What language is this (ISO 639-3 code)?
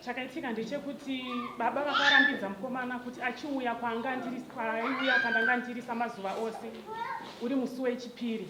sna